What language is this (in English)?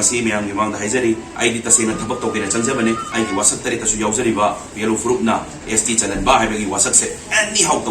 Manipuri